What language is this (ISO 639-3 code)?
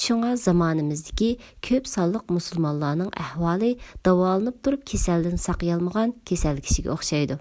uig